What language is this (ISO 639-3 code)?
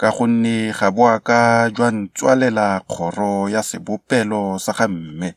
tsn